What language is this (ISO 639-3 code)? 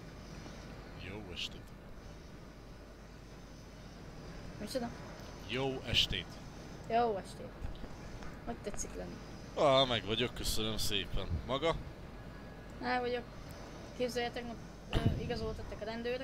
hun